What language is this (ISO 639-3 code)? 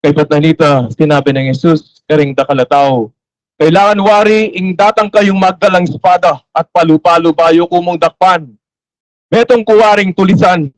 pam